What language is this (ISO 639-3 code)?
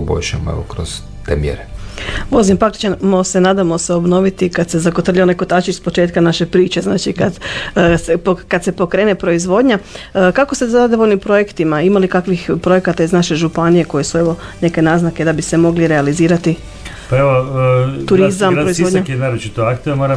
hrv